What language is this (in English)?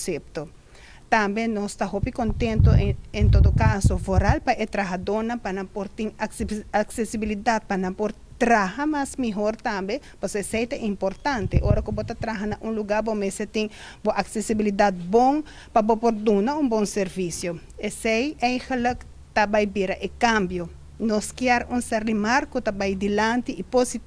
Papiamento